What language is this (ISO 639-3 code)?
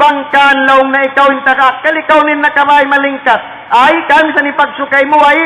tsg